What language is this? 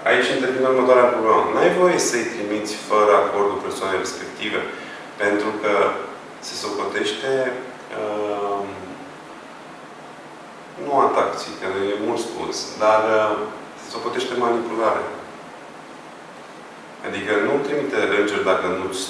Romanian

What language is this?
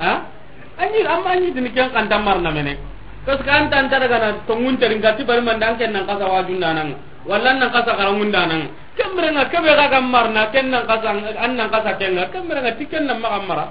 Soninke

